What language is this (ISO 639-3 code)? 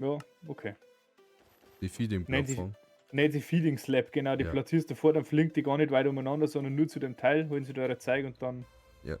bar